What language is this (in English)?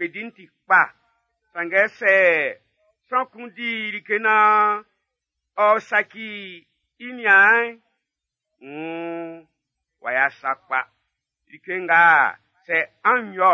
Baoulé